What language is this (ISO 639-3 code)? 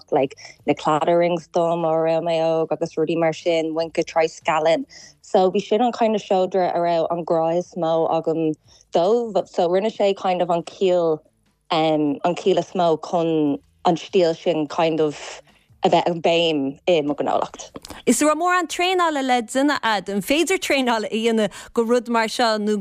gle